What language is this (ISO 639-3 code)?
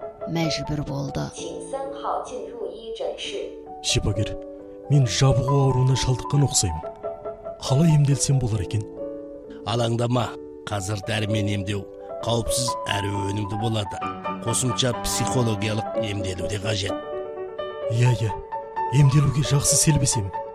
kaz